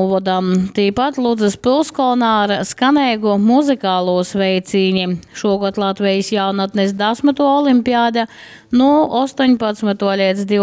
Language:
Latgalian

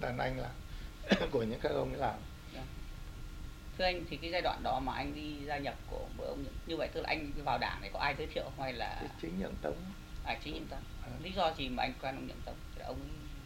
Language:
Vietnamese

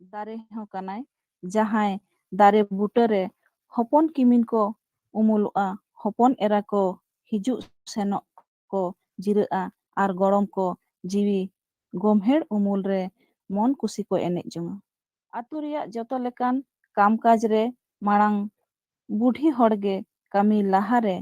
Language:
Santali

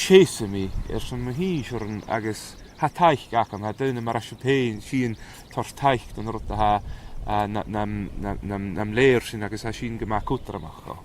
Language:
Scottish Gaelic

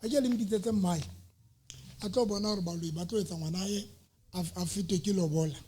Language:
Southern Sotho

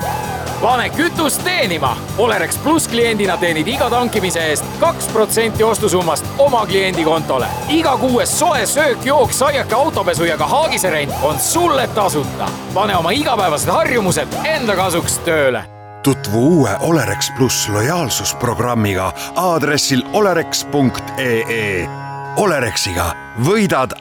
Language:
Estonian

